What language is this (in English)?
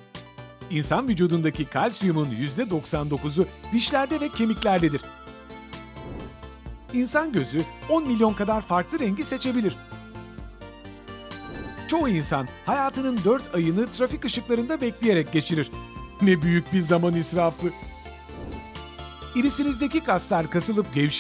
Turkish